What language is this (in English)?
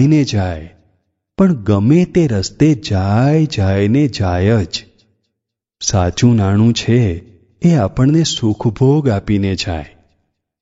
Gujarati